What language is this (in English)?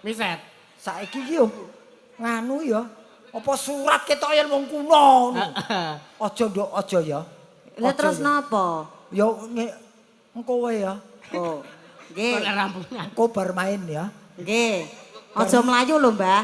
Javanese